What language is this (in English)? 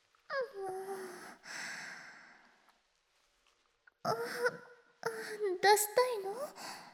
Japanese